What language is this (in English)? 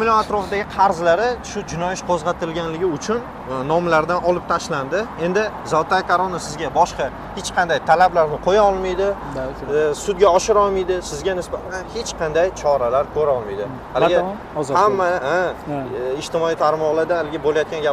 Uzbek